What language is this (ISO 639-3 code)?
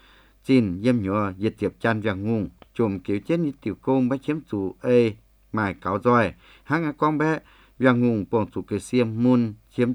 vie